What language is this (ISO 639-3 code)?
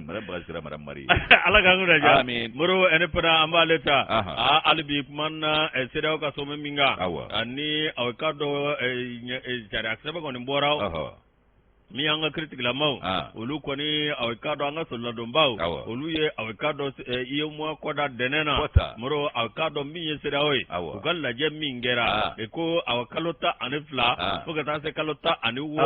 bam